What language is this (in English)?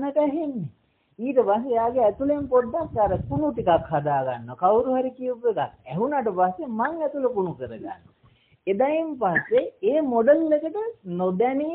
Sinhala